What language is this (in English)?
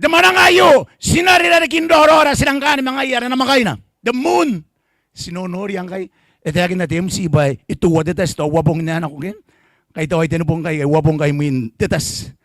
Gilbertese